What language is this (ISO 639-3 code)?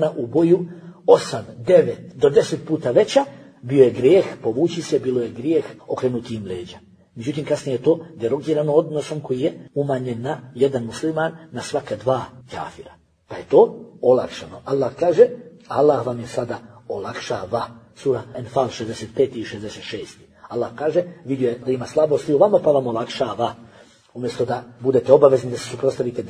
bos